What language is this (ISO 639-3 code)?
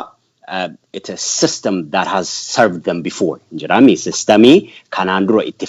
orm